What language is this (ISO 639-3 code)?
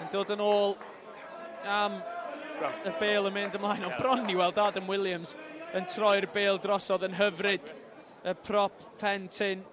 cym